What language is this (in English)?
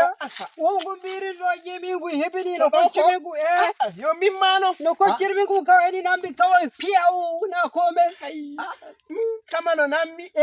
Nigerian Fulfulde